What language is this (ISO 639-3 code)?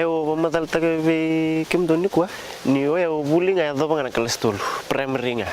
fij